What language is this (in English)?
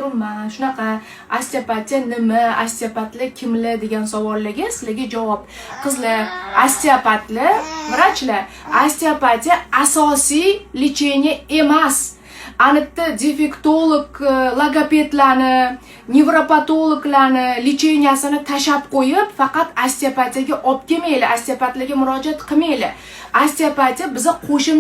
Uzbek